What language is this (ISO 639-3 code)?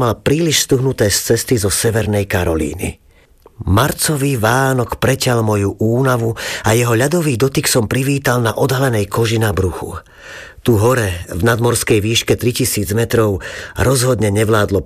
slk